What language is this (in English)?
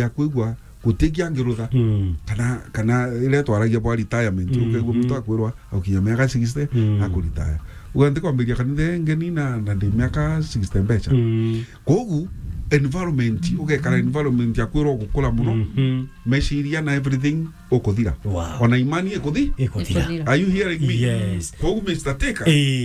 Meru